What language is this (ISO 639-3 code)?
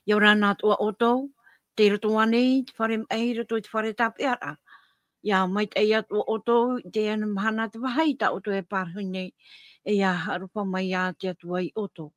tah